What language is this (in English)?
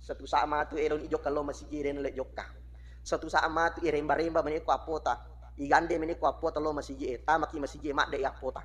Buginese